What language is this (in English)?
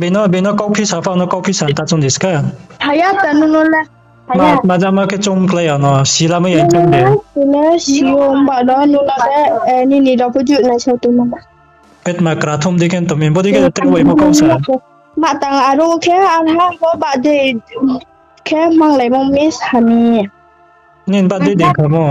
Riang (India)